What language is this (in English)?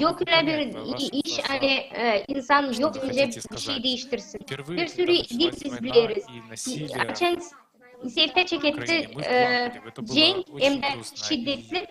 Gagauz